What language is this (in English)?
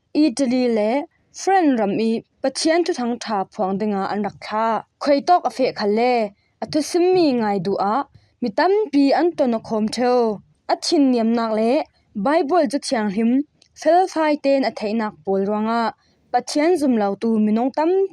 Falam Chin